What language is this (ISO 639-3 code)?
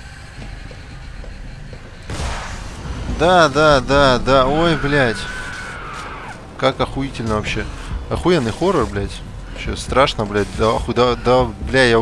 rus